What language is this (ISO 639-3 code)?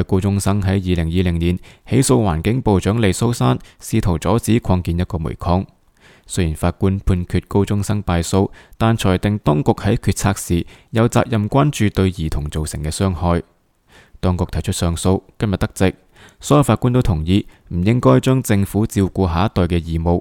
yue